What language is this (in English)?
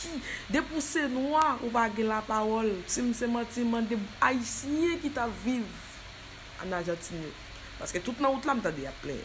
Haitian Creole